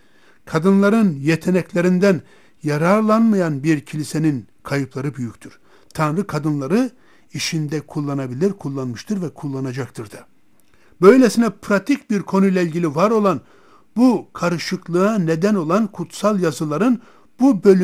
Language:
Turkish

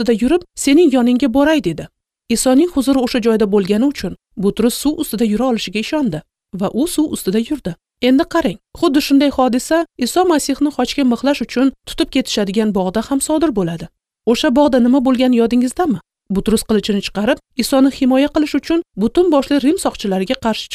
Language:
Uzbek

